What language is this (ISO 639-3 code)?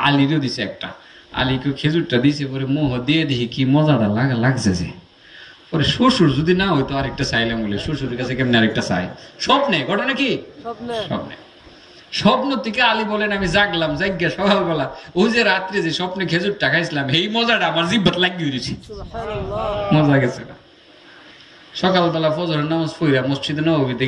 ben